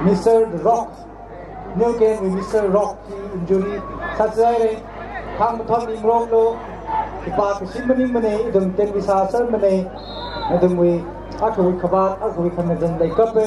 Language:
Tangkhul Naga (India)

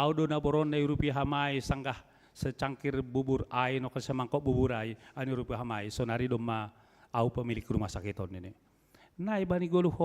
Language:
Batak Simalungun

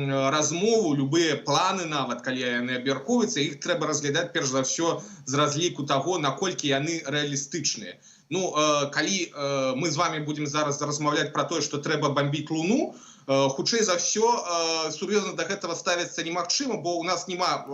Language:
Belarusian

